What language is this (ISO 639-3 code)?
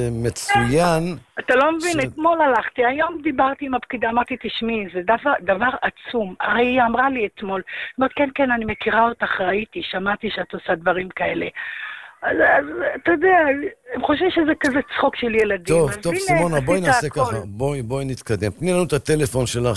heb